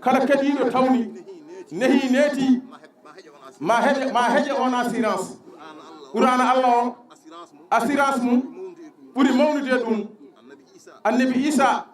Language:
Fula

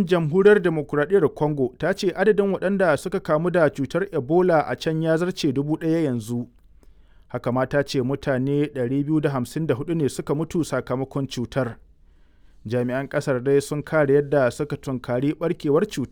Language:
Hausa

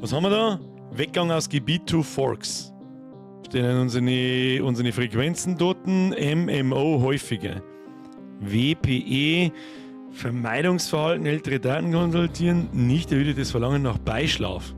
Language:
Bavarian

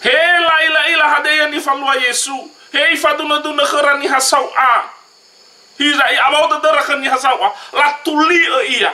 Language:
Nias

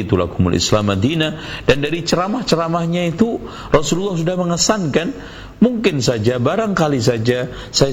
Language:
Indonesian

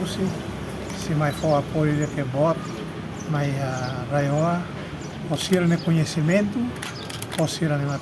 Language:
Tetum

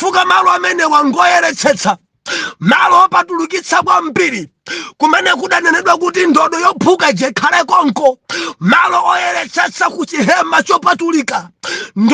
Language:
Nyanja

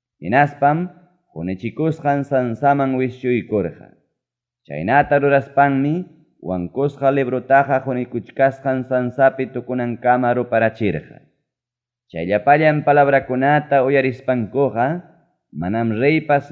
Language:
Ayacucho Quechua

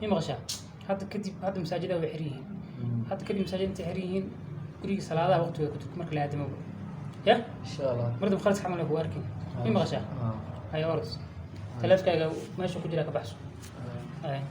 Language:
Somali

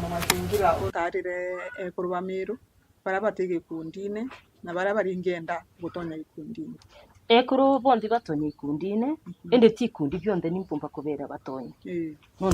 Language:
Meru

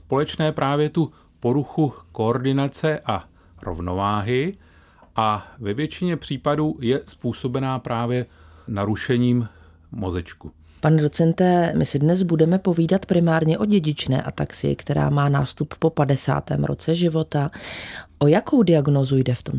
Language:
Czech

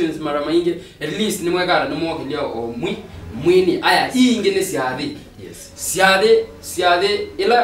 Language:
Swahili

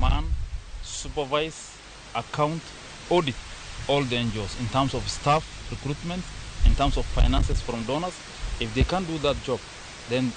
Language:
Luo (Kenya and Tanzania)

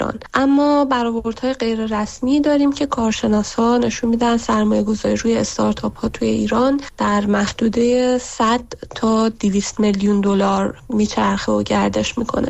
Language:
Persian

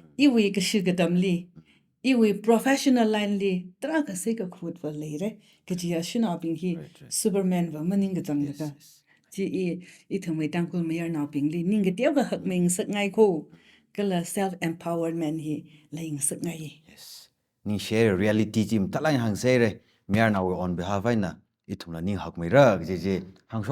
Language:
Tangkhul Naga (India)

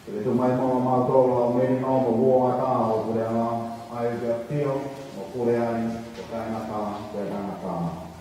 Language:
Tongan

